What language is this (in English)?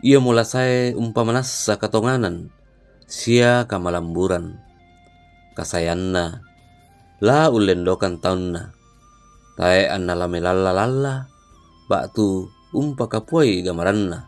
Toraja-Sa'dan